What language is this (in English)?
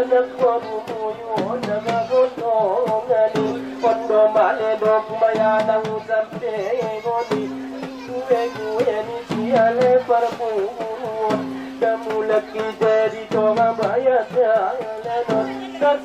Batak Angkola